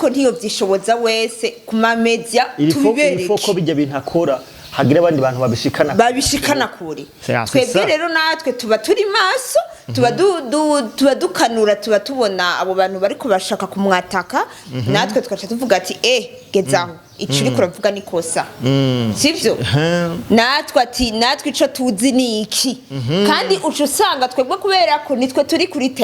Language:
Rundi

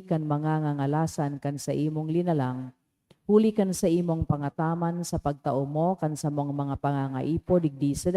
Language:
Bikol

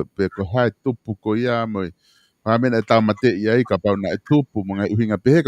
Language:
Tongan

